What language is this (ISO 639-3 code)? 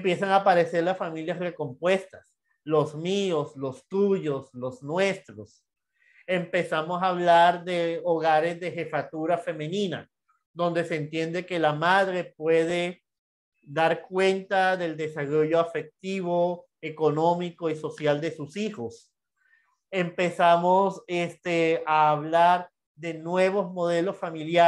spa